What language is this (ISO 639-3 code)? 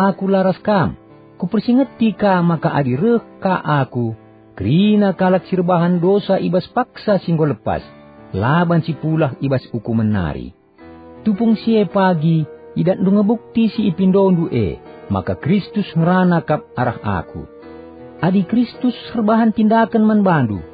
btx